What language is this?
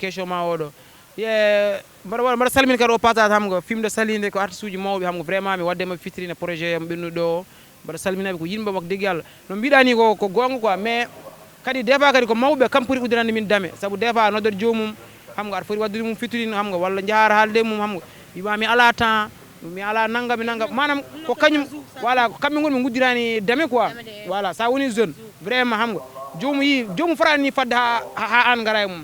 Fula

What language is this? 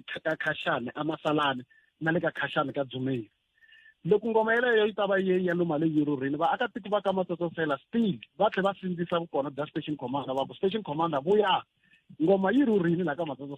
Tsonga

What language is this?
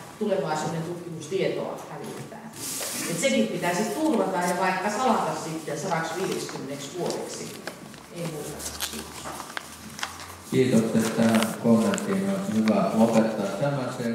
Finnish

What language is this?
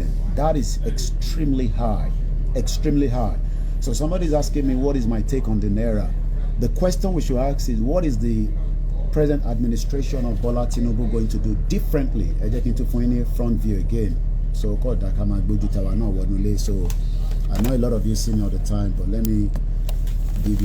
Yoruba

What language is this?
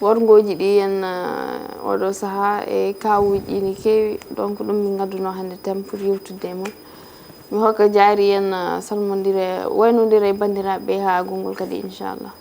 Fula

